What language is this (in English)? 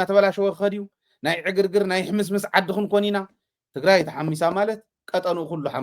Tigrinya